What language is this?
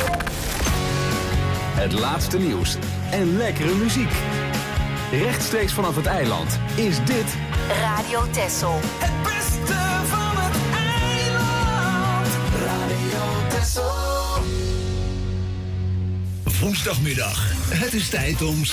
Dutch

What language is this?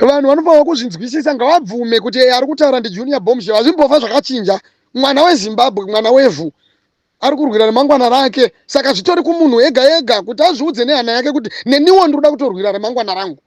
Shona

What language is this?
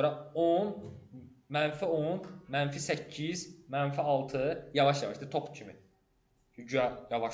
Azerbaijani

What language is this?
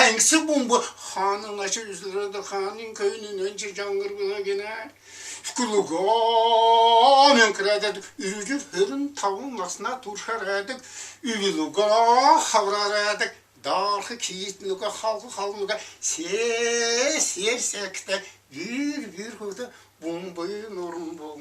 Tuvinian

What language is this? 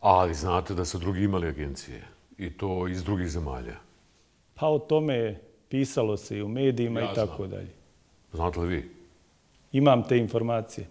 Bosnian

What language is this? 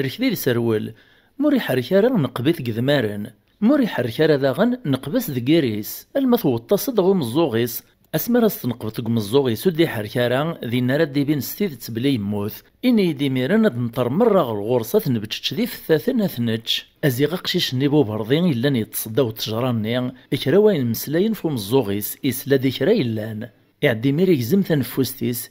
Kabyle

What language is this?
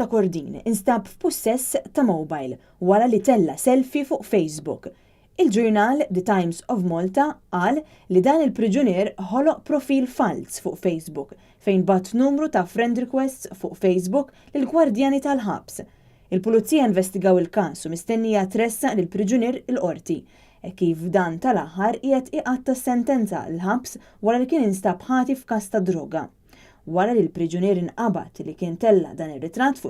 Maltese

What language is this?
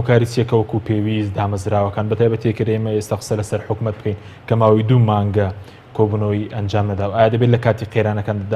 Central Kurdish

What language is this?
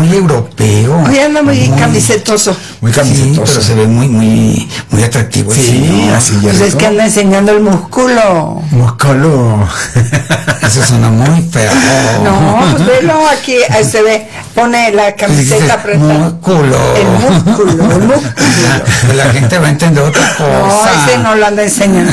Spanish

